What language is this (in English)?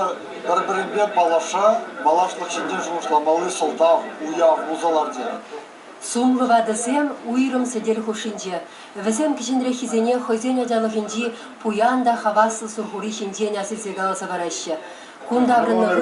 Chuvash